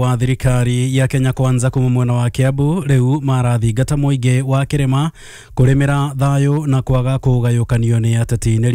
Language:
Kikuyu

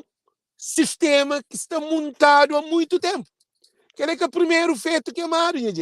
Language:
Kabuverdianu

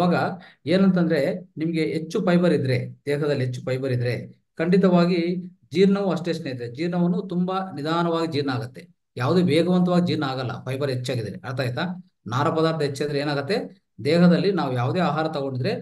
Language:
Kannada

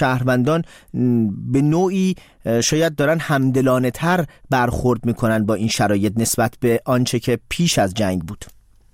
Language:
Persian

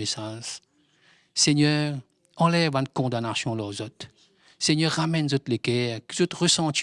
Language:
Morisyen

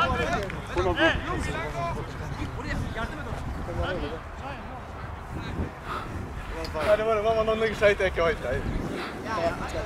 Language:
Turkish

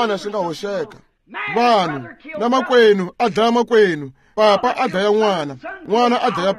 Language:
Tsonga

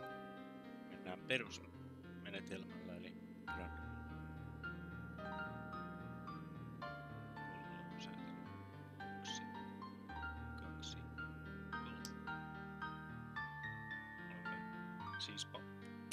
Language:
Finnish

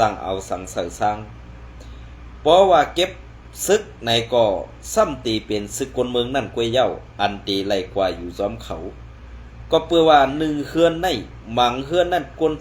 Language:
Shan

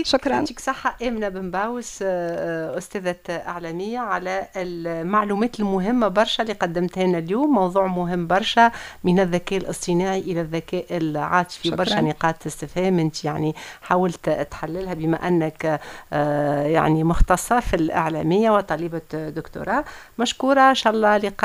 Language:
Tunisian Arabic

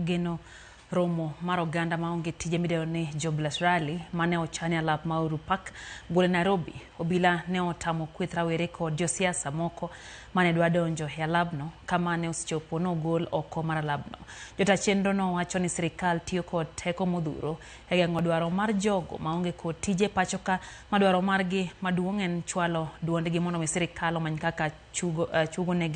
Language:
Luo (Kenya and Tanzania)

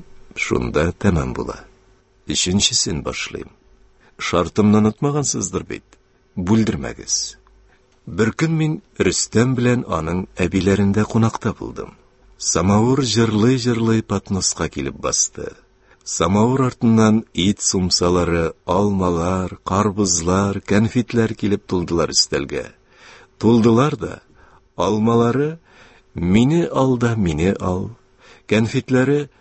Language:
Tatar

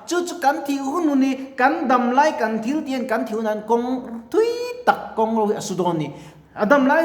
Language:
Mizo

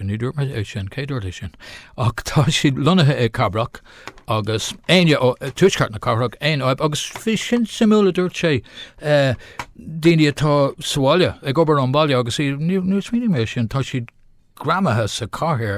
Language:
Irish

